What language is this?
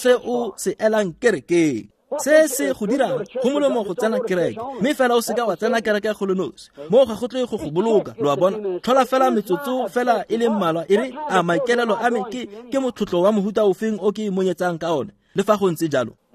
Tswana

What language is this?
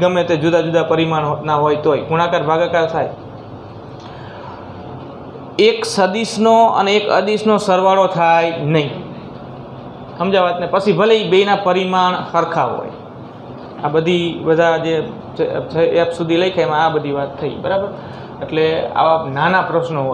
Gujarati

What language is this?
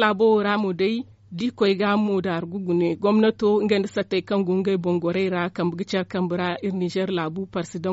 Zarma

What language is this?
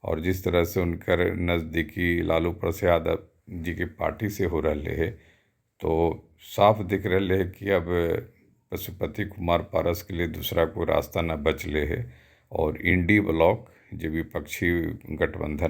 Magahi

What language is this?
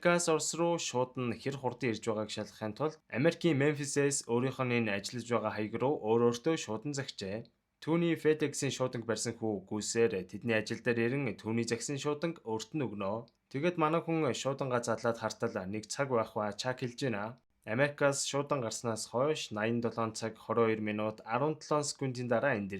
Mongolian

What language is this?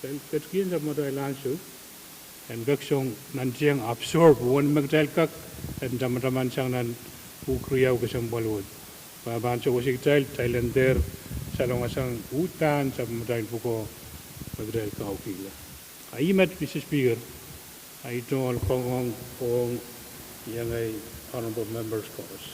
Pohnpeian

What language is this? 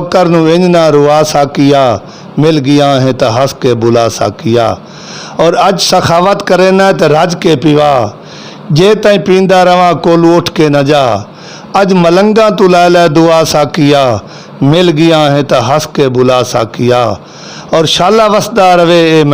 Saraiki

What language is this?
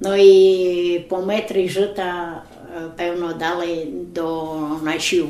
Rusyn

